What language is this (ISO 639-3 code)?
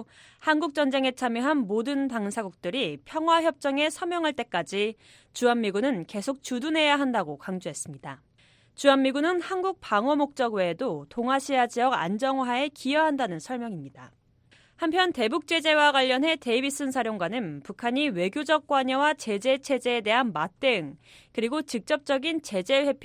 kor